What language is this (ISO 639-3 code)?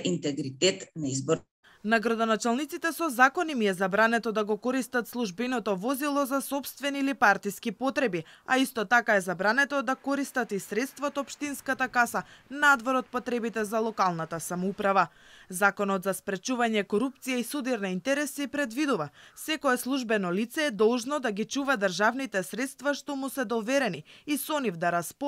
mkd